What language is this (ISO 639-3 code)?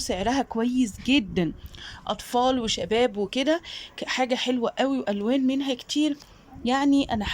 arz